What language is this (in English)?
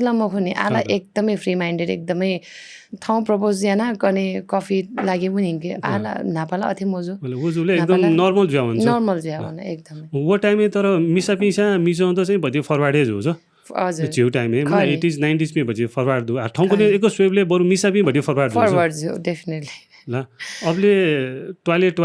Newari